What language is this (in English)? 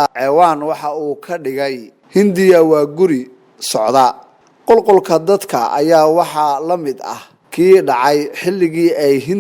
Somali